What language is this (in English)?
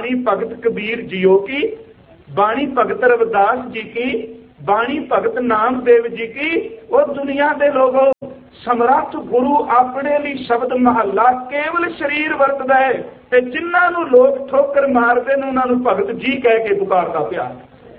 Punjabi